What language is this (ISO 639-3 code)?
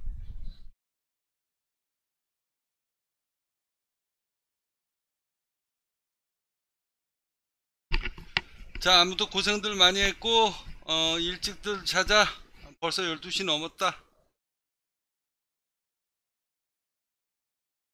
kor